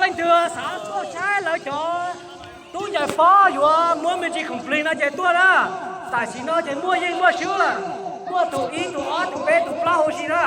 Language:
Hmong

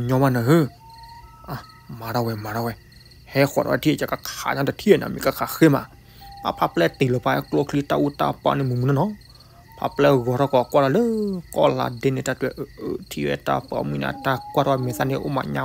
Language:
S'gaw Karen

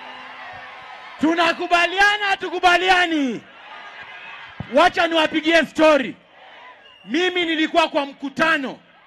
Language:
Swahili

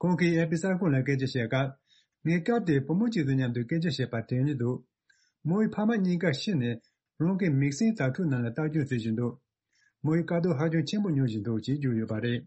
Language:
Tibetan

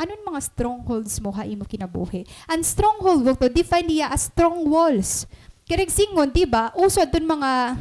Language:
Waray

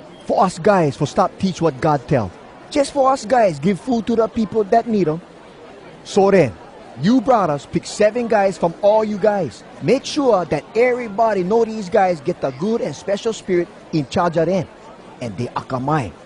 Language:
Hawai'i Creole English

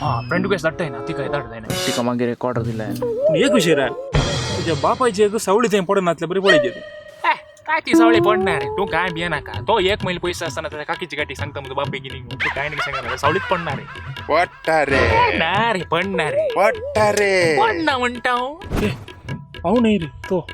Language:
Konkani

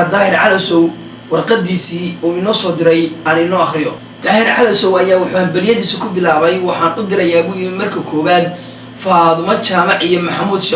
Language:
Somali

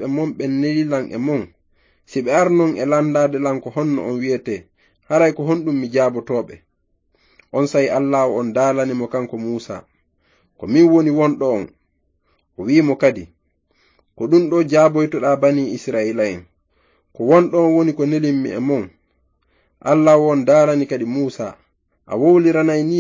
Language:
Fula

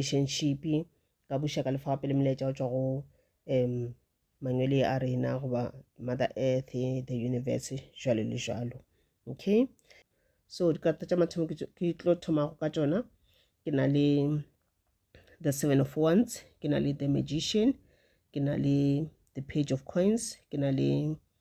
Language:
Northern Sotho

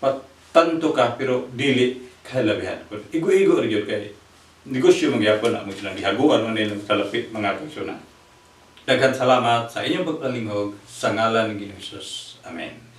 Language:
Cebuano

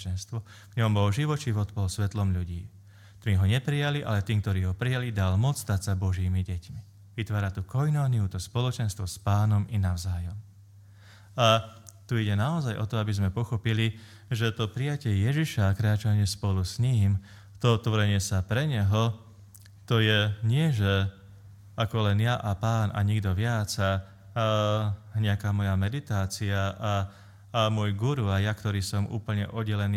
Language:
Slovak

